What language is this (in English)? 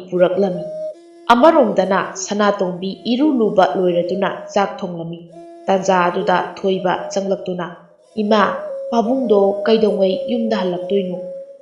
Manipuri